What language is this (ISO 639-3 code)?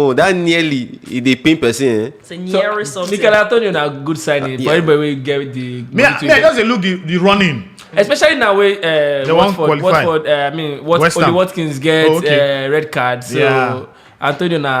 pcm